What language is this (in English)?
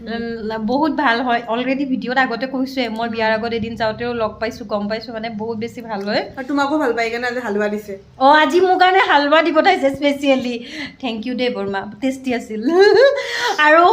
Assamese